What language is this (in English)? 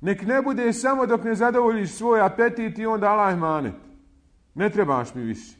Bosnian